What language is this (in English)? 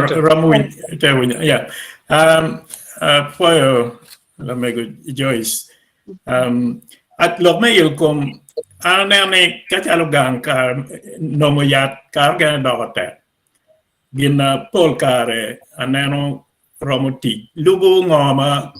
Acoli